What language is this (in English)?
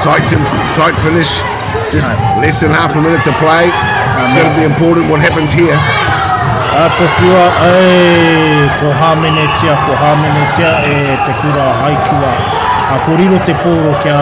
Māori